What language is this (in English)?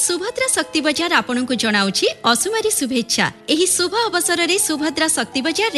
Odia